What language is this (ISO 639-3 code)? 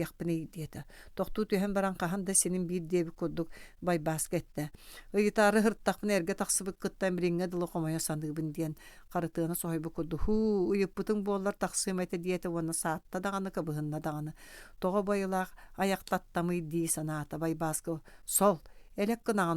sah